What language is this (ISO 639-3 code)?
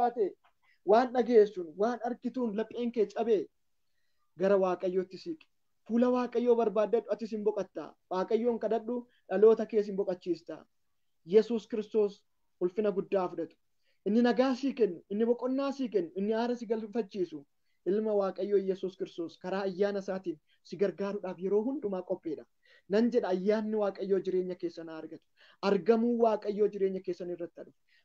orm